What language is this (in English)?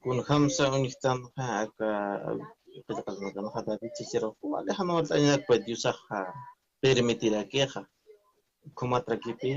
Aymara